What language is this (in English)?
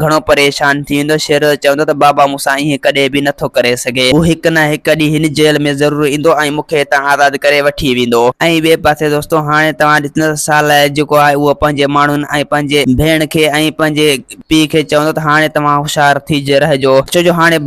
Sindhi